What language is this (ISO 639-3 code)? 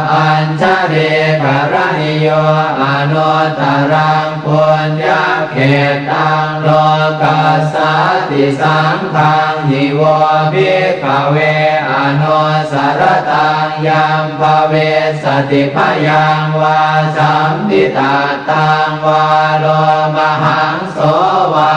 pli